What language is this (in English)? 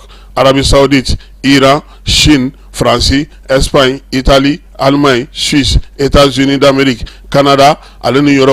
Bambara